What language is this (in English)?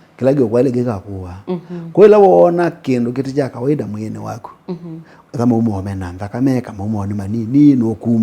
Kamba